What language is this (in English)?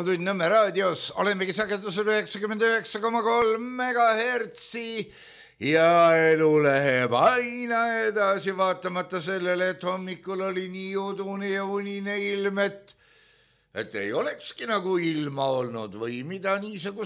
Estonian